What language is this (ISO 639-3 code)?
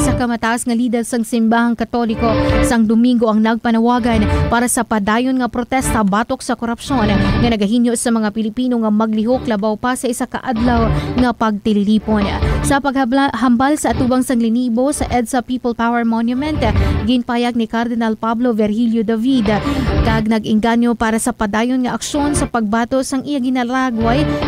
hil